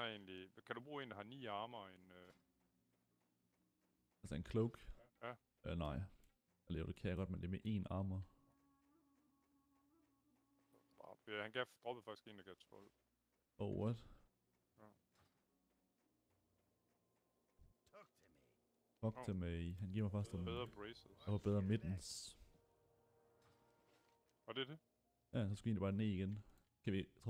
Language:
Danish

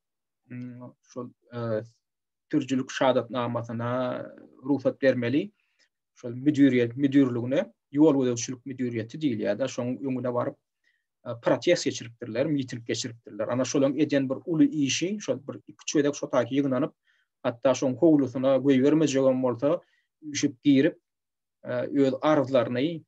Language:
Turkmen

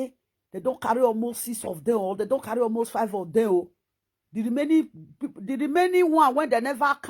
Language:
Nigerian Pidgin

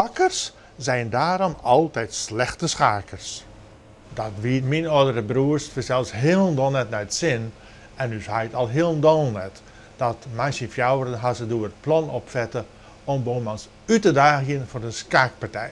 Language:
Western Frisian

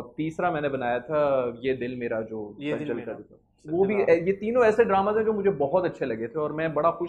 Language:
Urdu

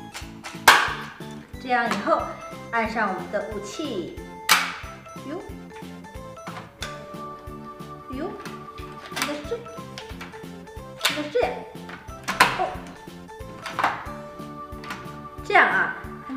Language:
Chinese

